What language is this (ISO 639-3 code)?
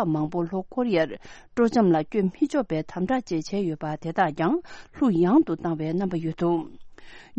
bod